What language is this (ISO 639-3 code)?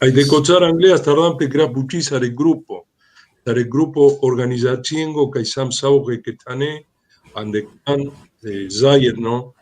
rom